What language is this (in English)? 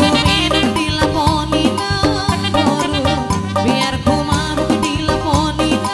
Batak Simalungun